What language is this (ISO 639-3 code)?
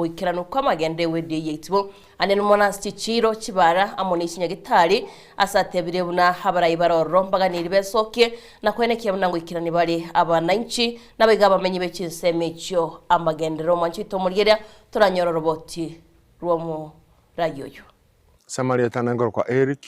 guz